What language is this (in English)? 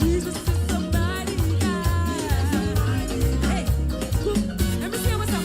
Papiamento